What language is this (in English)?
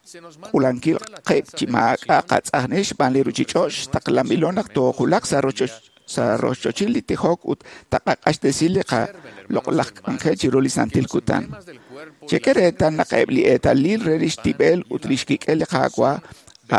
Kekchí